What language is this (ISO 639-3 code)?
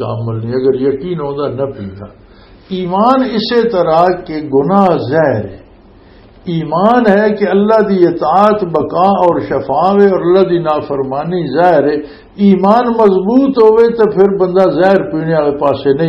lah